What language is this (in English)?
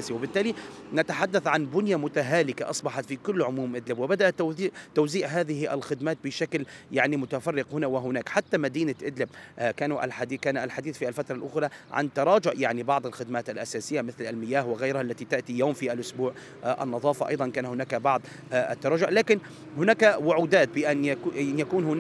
Arabic